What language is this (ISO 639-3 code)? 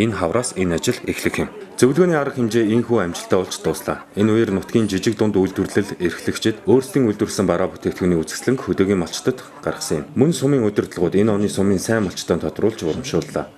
mon